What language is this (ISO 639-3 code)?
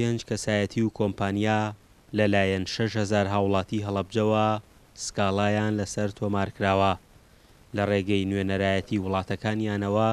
ckb